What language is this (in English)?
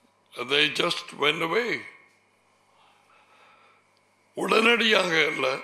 Tamil